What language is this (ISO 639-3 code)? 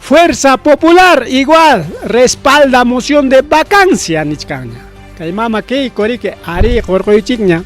quy